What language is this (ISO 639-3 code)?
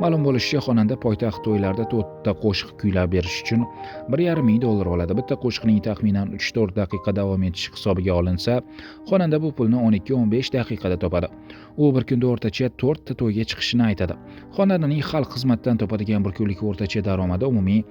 uzb